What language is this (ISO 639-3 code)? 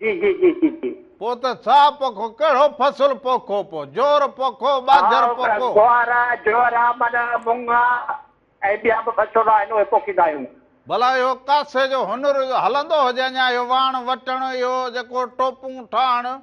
snd